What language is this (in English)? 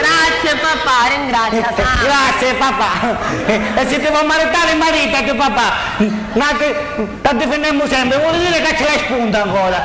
Sicilian